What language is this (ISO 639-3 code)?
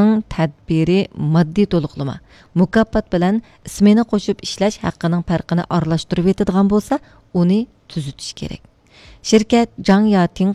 uig